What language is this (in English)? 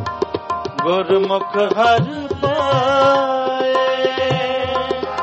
Punjabi